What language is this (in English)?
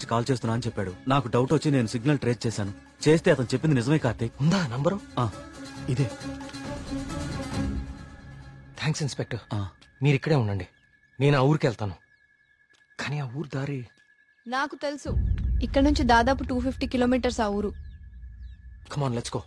Telugu